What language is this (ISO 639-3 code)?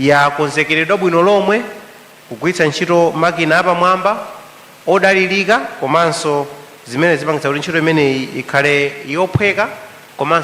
nya